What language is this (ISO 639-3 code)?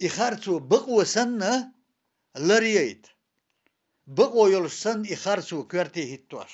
che